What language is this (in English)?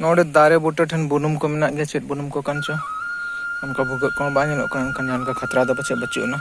Santali